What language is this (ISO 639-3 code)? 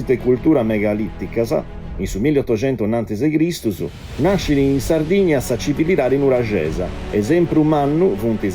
srd